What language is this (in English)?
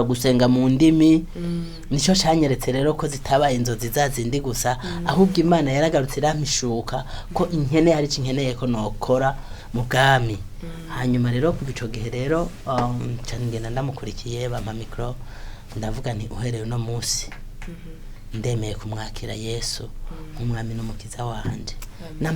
Rundi